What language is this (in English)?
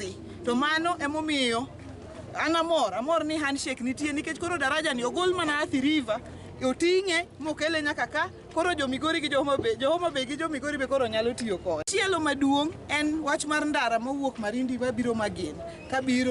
Luo (Kenya and Tanzania)